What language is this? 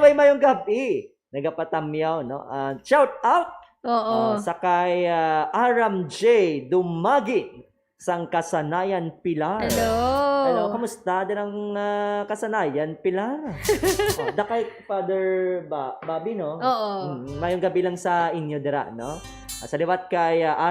Hiligaynon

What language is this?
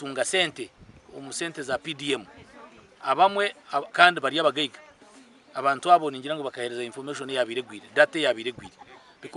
Nyankole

